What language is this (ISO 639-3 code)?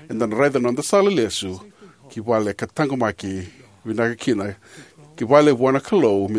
fij